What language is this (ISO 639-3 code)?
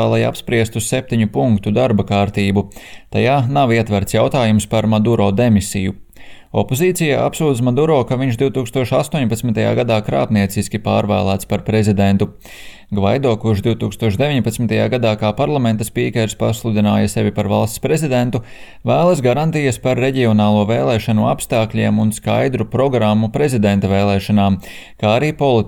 lav